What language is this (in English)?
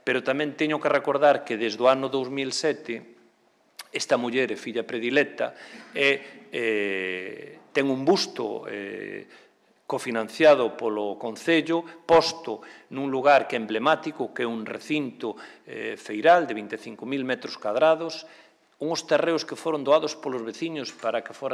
Galician